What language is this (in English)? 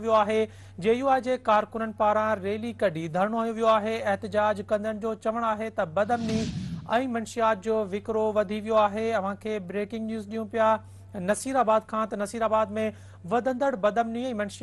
Sindhi